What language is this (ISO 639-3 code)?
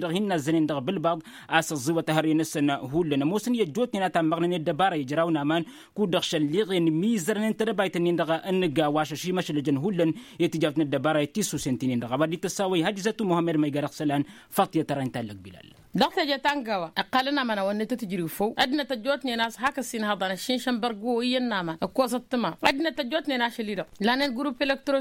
taq